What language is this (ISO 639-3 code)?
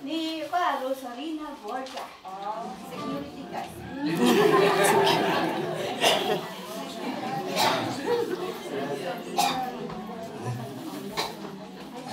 fil